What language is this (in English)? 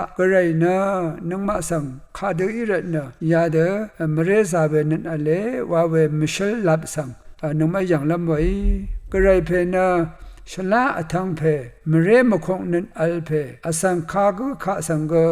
Rawang